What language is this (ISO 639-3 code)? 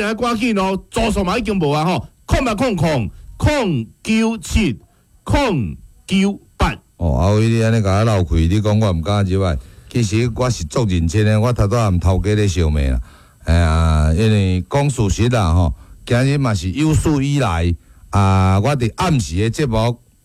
nan